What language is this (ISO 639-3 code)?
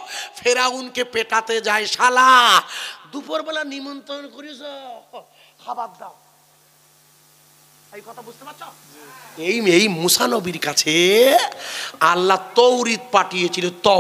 ben